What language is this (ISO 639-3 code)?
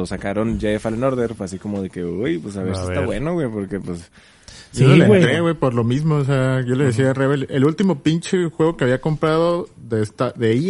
spa